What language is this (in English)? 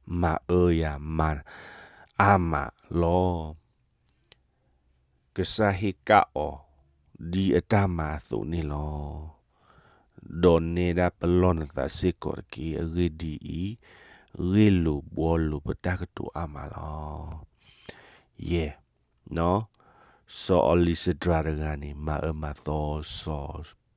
S'gaw Karen